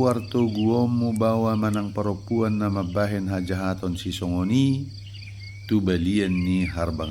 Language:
Batak Toba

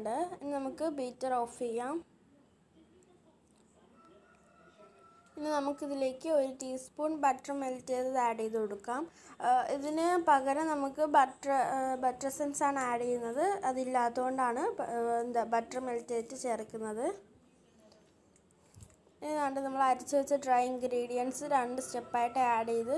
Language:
Malayalam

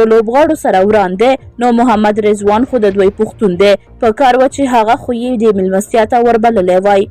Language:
Pashto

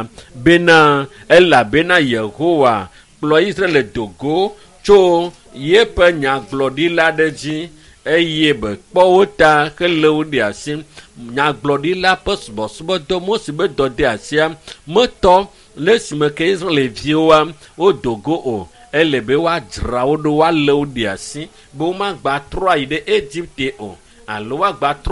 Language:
Ewe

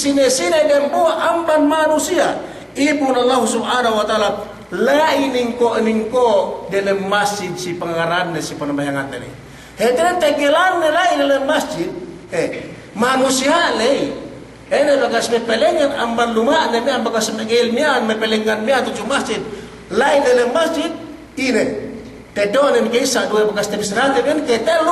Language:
Yakan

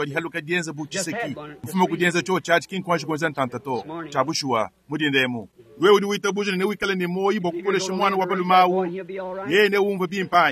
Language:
Luba-Lulua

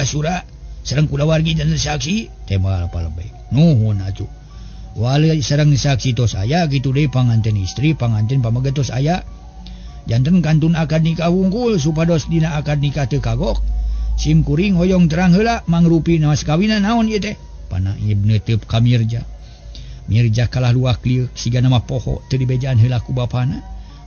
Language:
Sundanese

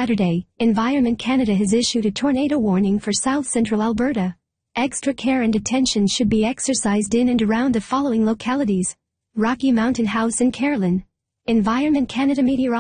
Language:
English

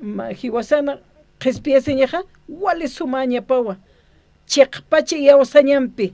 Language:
Aymara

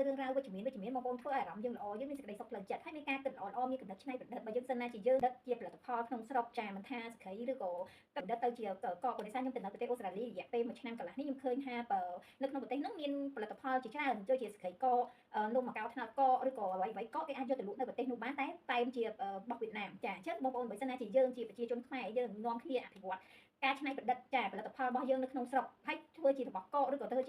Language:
Khmer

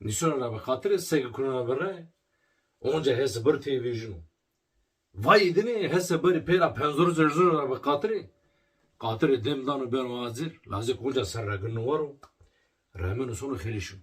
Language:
Zaza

